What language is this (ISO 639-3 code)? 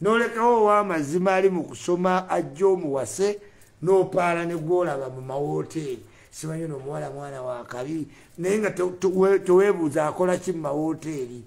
lug